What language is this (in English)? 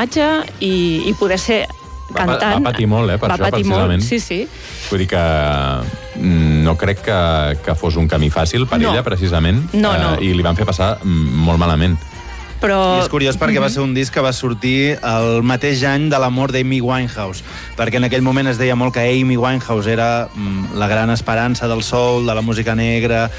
Catalan